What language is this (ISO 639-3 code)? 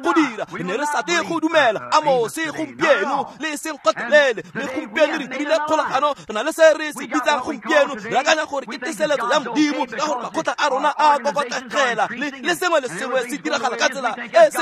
tsn